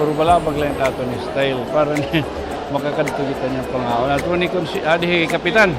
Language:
Waray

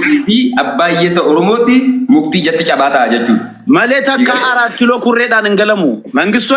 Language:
Oromo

